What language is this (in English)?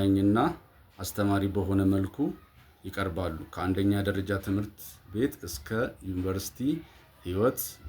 Amharic